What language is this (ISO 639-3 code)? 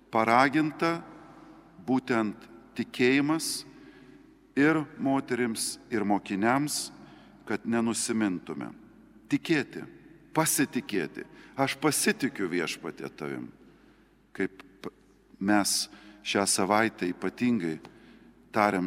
lit